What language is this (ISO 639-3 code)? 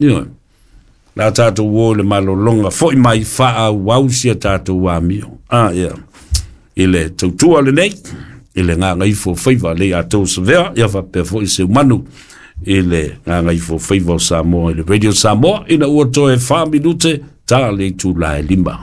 smo